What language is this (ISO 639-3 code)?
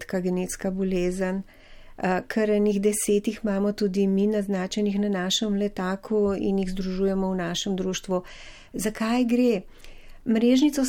slv